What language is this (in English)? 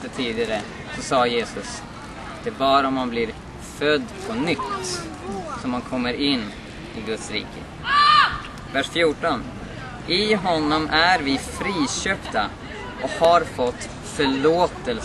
Swedish